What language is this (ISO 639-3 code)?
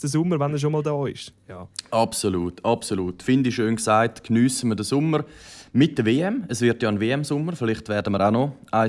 gsw